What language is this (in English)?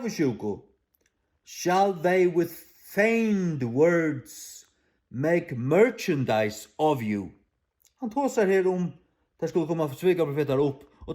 Faroese